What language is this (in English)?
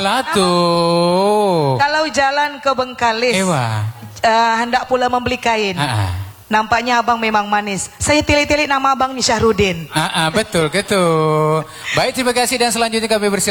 Malay